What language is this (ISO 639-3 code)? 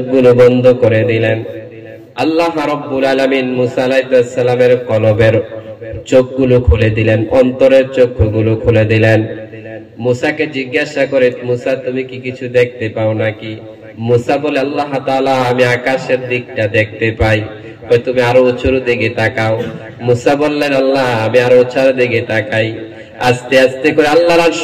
ben